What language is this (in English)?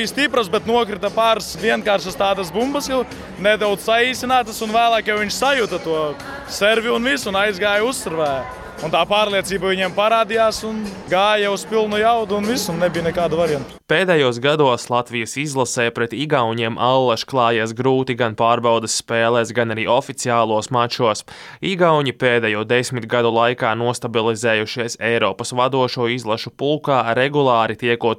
Latvian